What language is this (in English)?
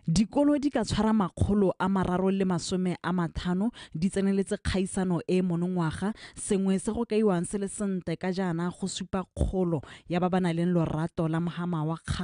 Tswana